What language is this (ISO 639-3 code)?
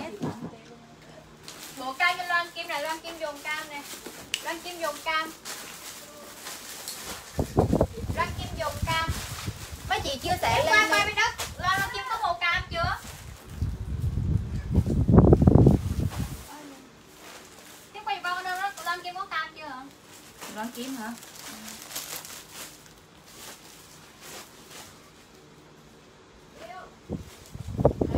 vie